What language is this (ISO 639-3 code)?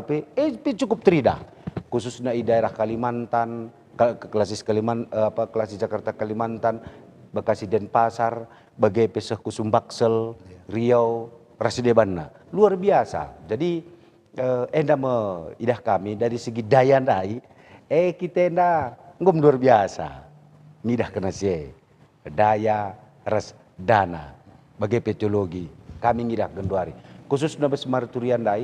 btx